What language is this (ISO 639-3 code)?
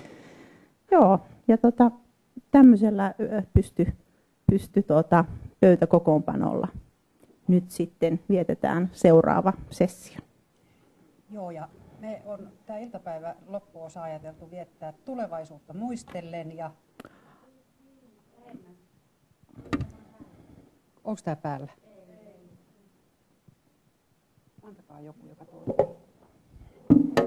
fin